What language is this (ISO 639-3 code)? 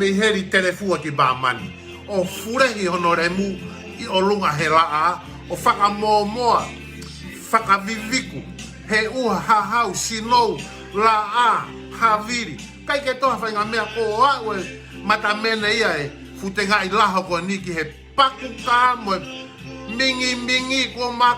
ton